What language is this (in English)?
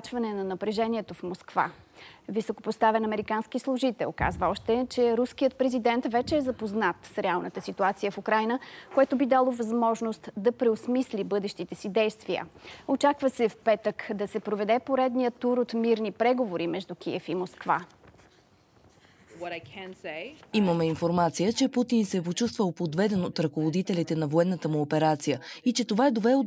Bulgarian